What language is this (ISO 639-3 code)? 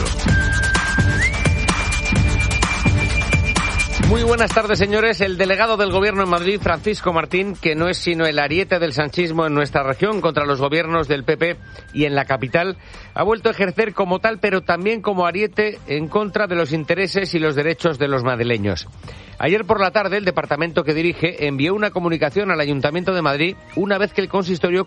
spa